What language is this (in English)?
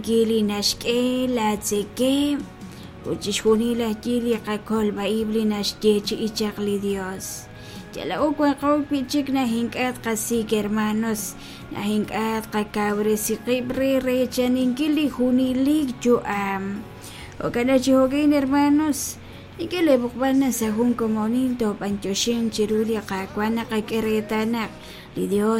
Kekchí